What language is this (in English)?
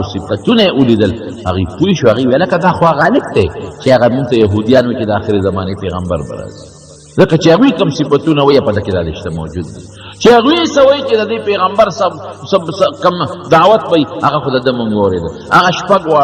Pashto